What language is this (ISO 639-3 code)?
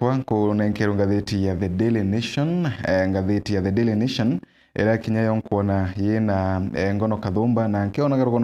mer